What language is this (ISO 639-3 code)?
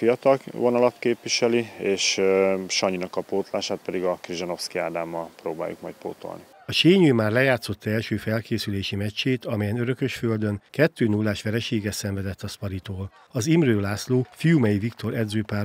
hun